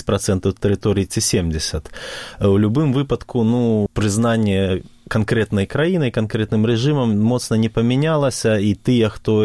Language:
Belarusian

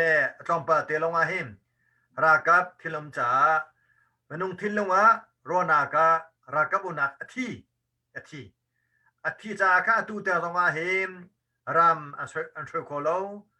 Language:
Hakha Chin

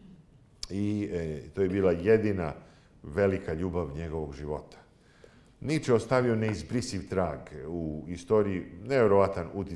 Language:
Serbian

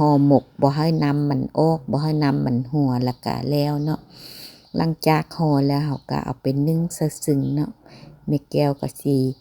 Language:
Lao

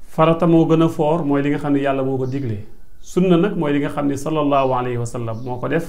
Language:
Wolof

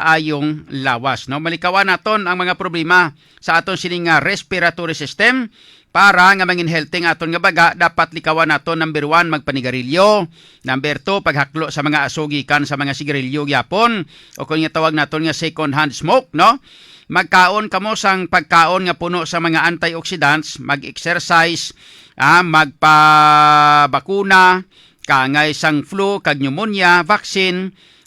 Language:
Hiligaynon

